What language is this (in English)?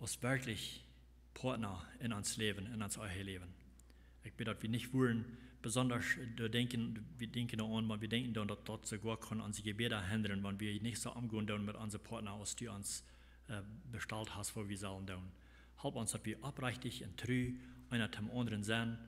Plautdietsch